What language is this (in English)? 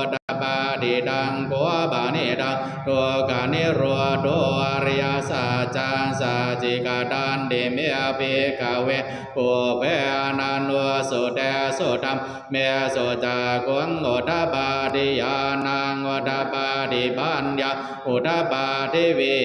Pali